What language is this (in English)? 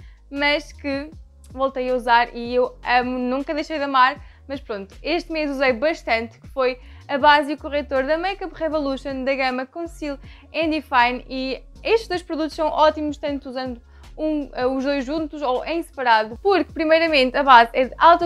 Portuguese